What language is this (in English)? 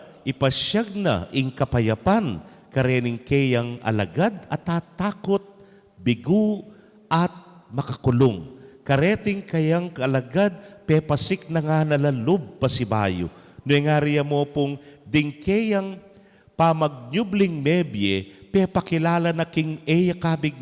Pampanga